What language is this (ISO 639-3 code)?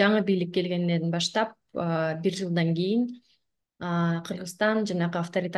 kir